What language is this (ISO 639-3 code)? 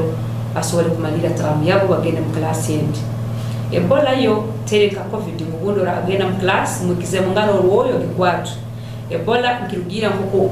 nyn